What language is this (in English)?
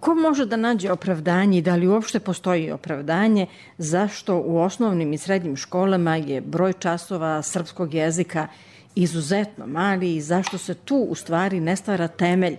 Serbian